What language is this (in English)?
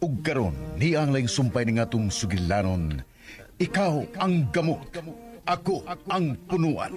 Cebuano